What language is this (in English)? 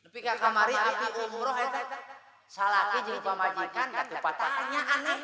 Sundanese